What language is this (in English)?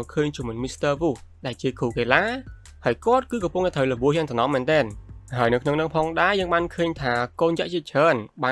Khmer